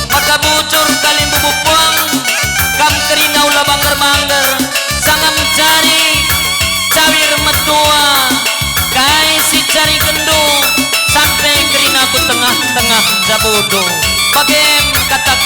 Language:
Batak Karo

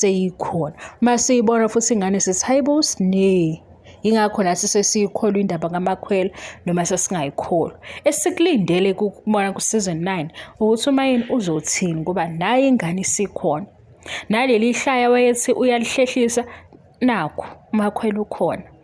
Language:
Zulu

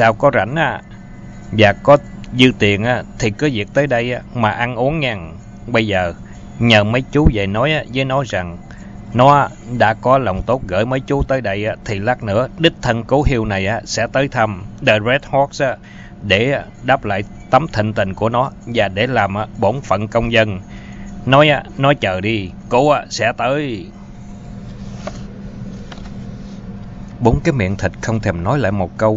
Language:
Vietnamese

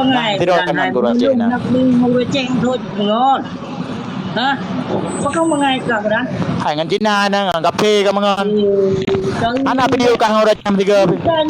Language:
Achinese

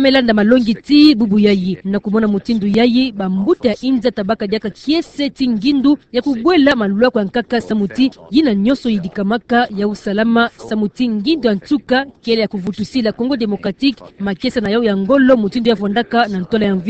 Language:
Kituba (Democratic Republic of Congo)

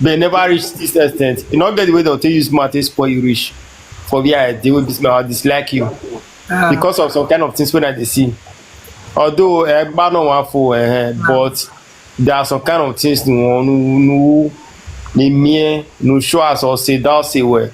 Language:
Nigerian Pidgin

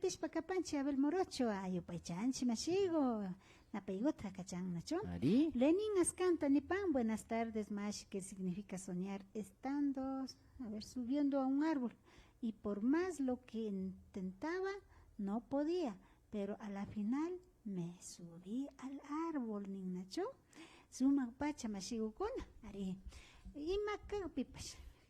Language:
Imbabura Highland Quichua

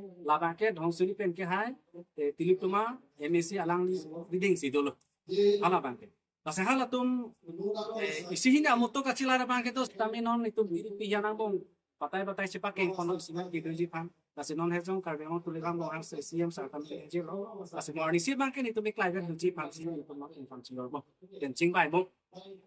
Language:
Karbi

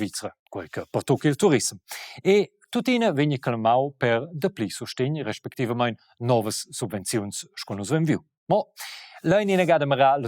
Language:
Romansh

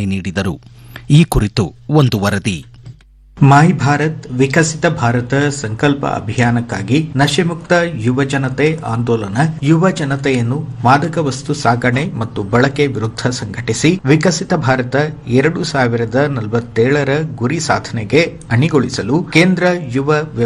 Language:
Kannada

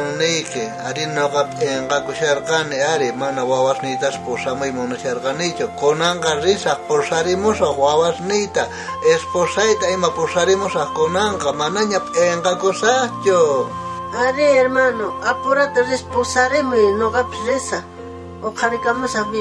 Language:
South Bolivian Quechua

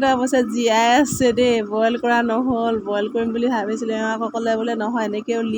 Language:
Assamese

